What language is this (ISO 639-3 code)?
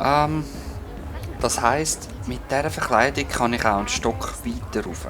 gsw